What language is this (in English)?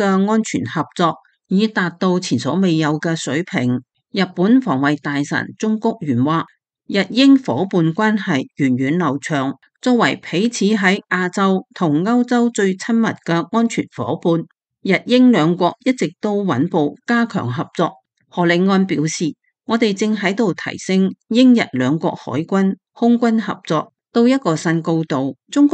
Cantonese